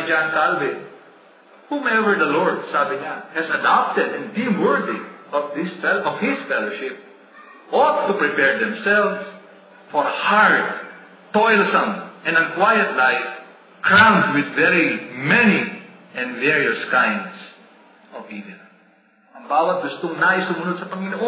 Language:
Filipino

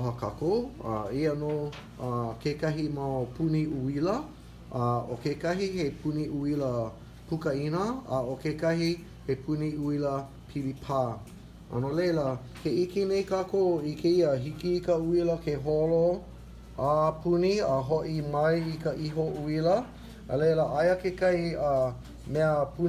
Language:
Hawaiian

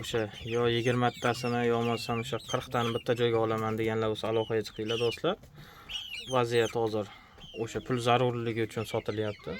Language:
Uzbek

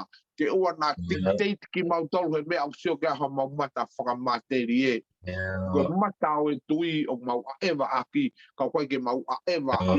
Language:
Tongan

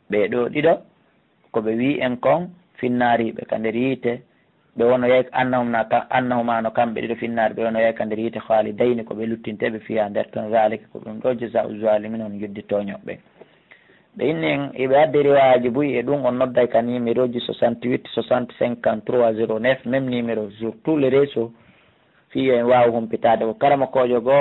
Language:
Pular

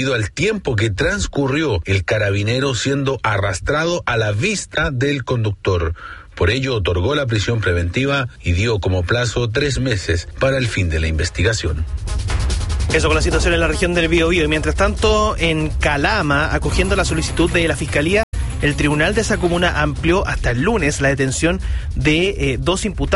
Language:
Spanish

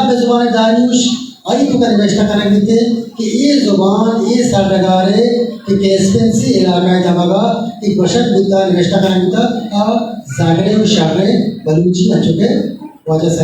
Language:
Eastern Balochi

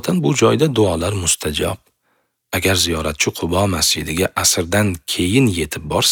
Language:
Uzbek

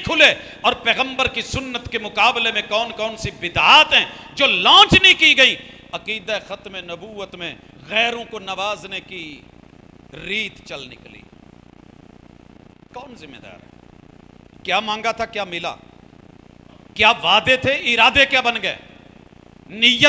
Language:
Urdu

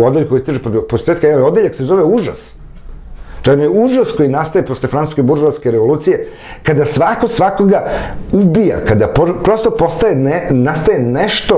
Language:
Serbian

